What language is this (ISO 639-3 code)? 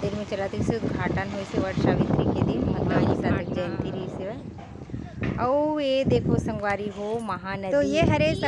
hne